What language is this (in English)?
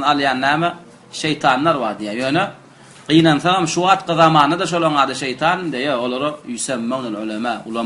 Turkmen